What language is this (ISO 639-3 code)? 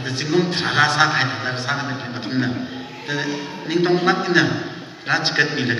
nmf